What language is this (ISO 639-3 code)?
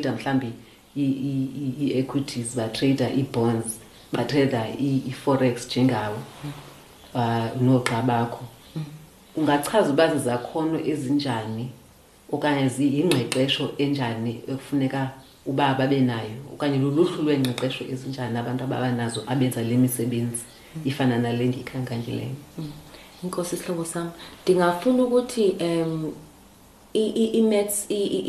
xho